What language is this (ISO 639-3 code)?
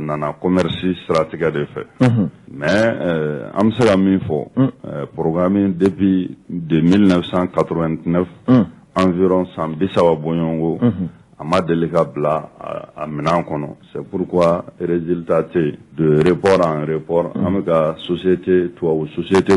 bam